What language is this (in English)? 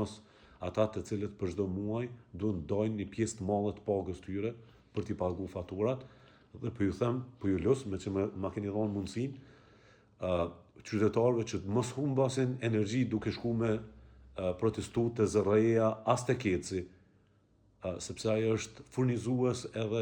Albanian